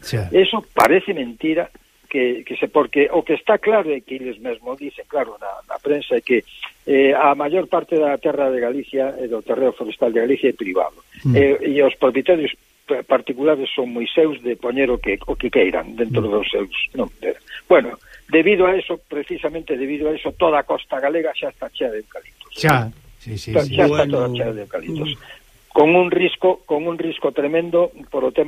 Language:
Galician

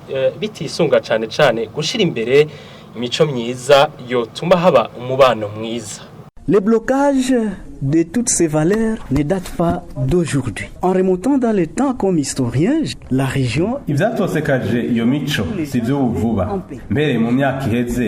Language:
Rundi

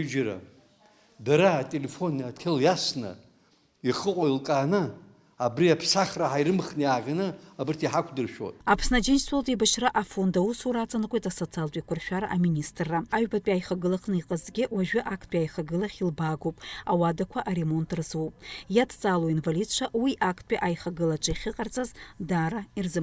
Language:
Abkhazian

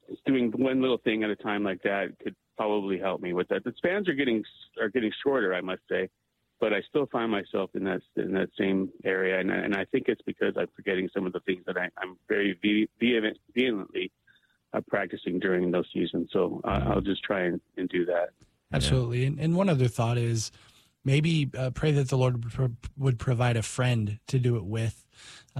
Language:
English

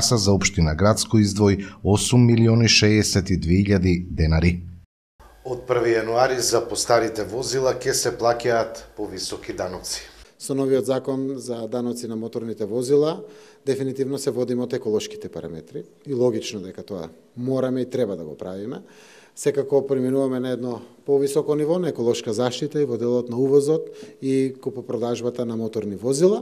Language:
Macedonian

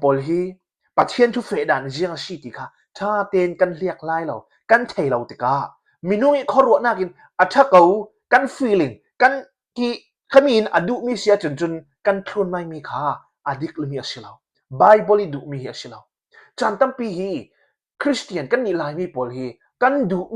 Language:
Falam Chin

